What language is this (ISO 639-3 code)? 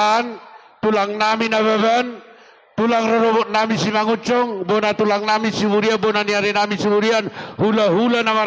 bbc